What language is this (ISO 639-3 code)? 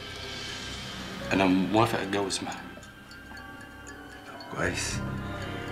arz